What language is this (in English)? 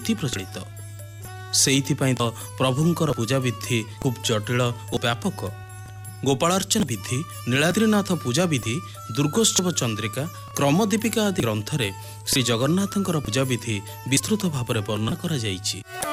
Odia